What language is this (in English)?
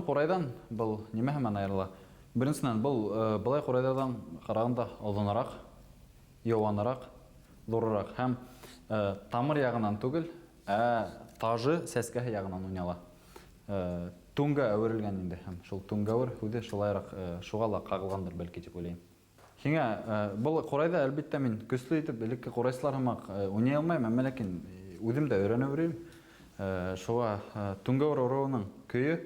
Bashkir